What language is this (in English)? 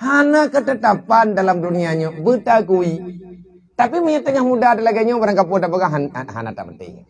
Achinese